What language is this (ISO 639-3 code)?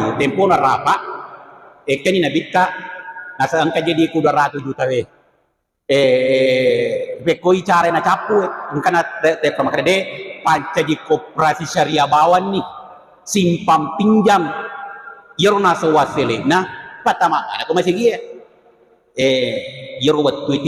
bug